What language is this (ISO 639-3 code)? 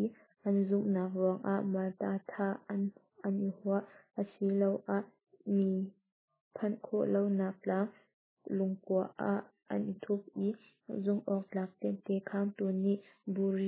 cnh